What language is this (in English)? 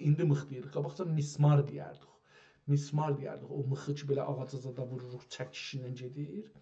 South Azerbaijani